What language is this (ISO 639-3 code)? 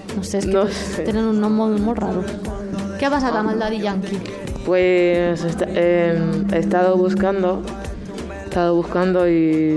cat